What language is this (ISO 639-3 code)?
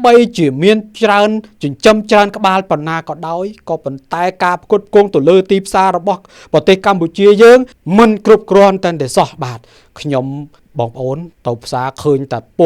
khm